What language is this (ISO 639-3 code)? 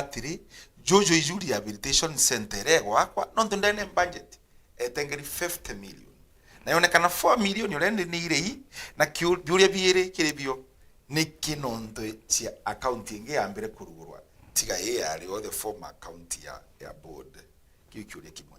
mer